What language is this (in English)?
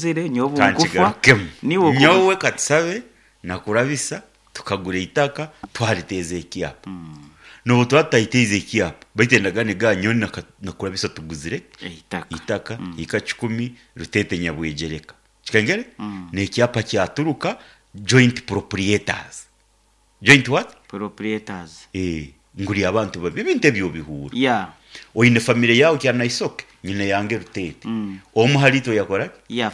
Nyoro